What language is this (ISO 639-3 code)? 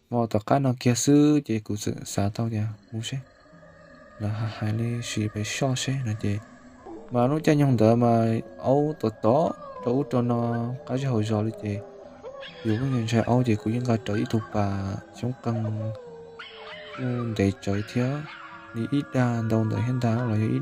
hmn